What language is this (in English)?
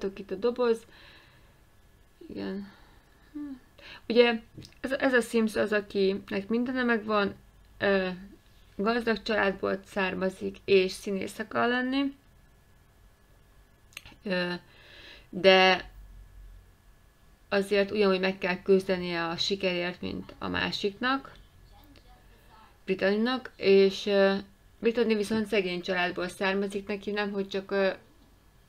Hungarian